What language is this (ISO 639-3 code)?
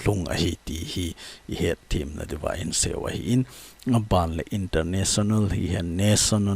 tcz